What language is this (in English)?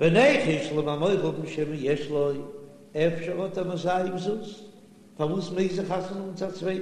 Yiddish